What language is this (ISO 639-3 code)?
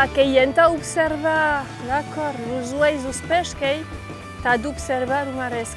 oci